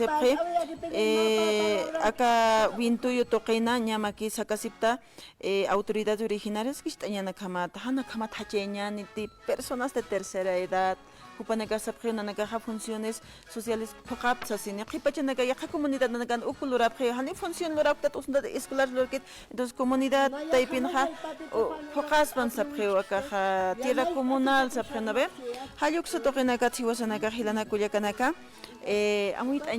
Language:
Aymara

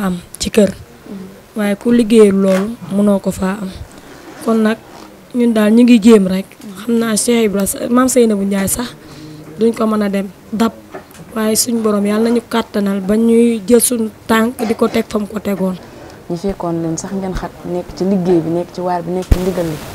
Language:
Wolof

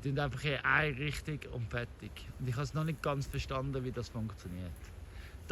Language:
Swiss German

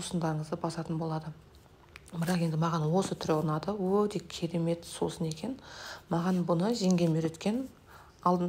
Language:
Kazakh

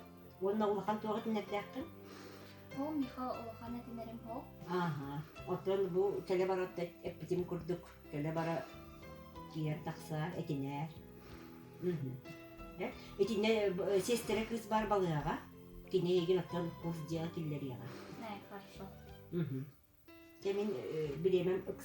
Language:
Yakut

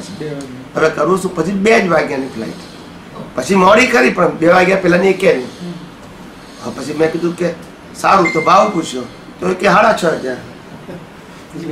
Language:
Gujarati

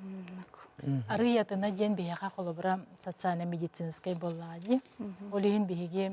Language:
Yakut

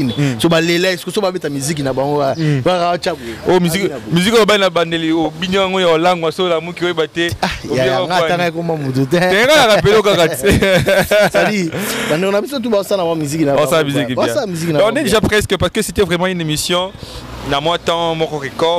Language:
Lingala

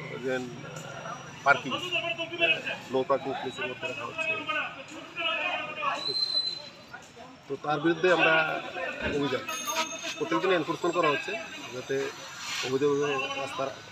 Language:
Bangla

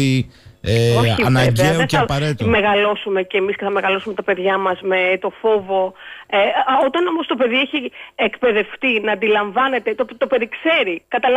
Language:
Greek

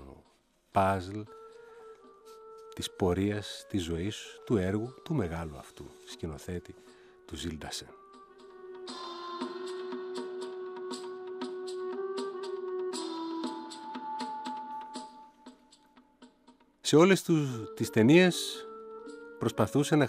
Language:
Greek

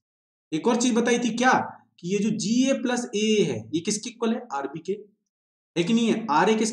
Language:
Hindi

